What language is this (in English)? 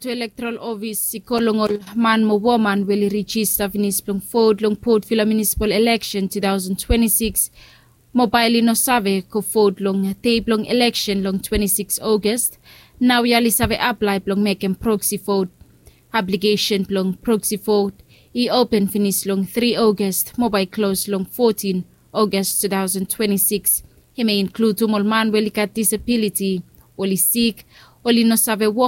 Bislama